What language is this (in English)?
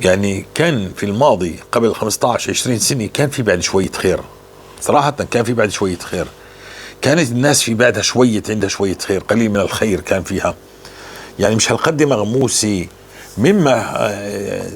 North Levantine Arabic